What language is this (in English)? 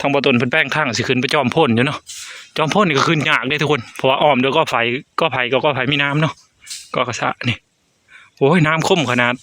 Northeastern Thai